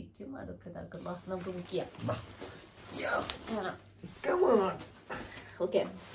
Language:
Malayalam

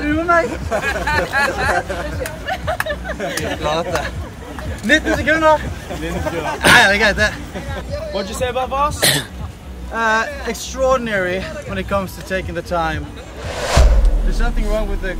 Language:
Norwegian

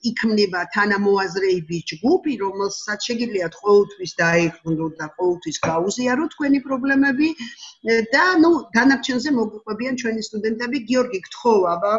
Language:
Georgian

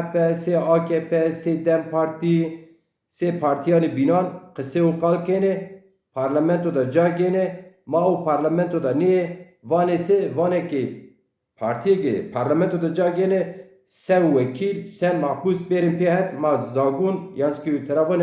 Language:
Zaza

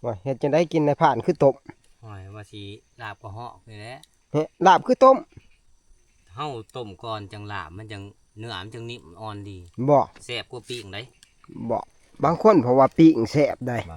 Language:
Northeastern Thai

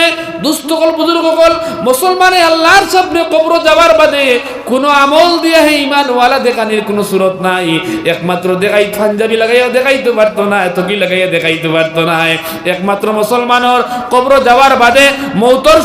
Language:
Sylheti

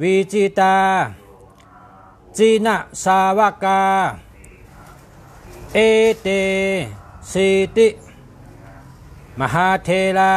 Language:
Shan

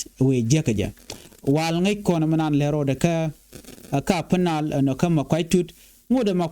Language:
Nuer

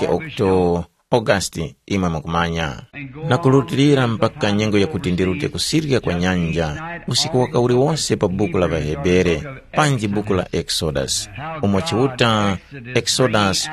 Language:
Tumbuka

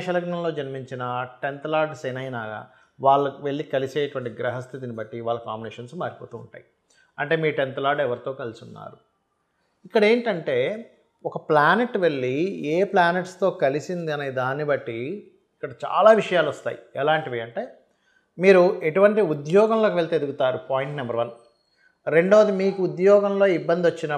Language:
Telugu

